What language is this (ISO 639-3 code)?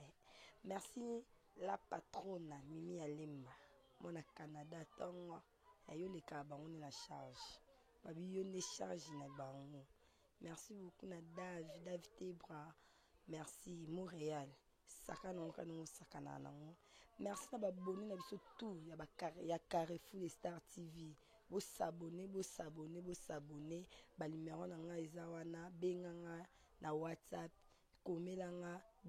lin